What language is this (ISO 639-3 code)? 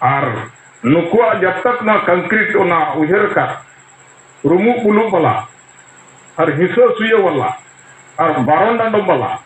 sat